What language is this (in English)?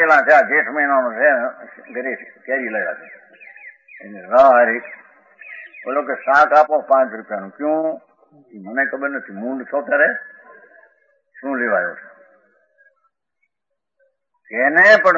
Gujarati